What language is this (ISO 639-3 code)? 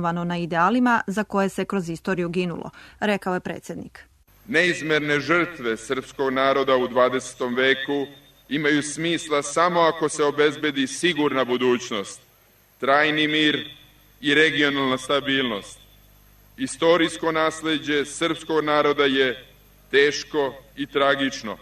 srp